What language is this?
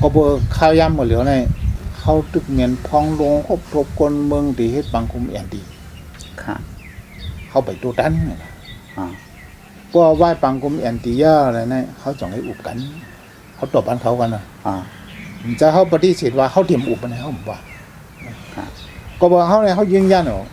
Shan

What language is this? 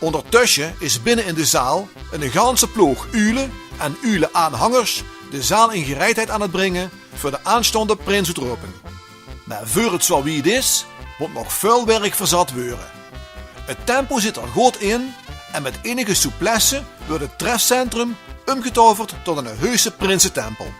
Limburgish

